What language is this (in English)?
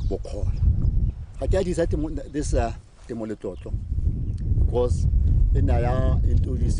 Tswana